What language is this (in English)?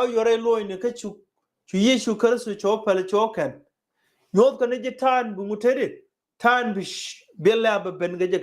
Nuer